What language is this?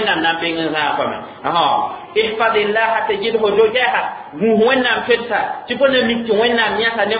Mossi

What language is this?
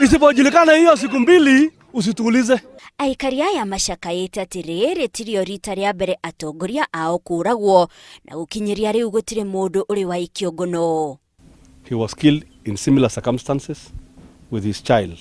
Kikuyu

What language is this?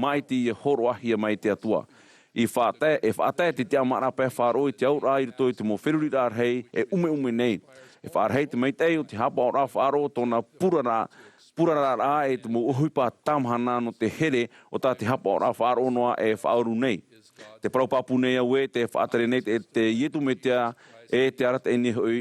Tahitian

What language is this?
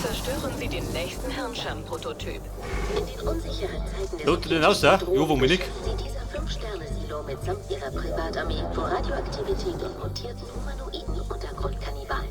Bavarian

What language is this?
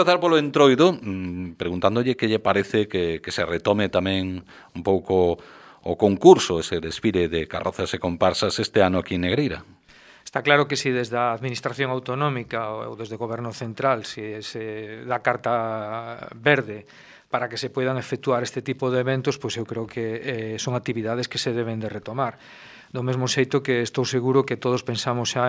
Galician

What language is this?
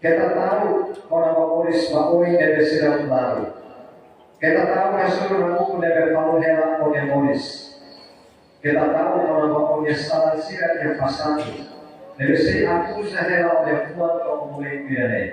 Tetum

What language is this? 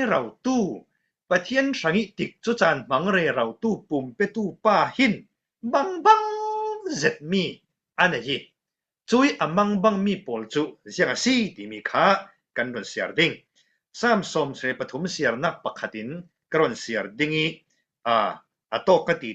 Falam Chin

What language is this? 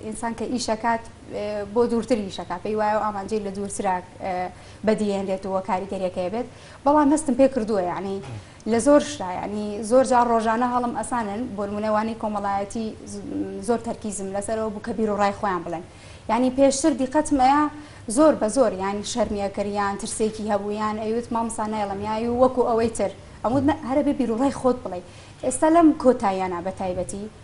Central Kurdish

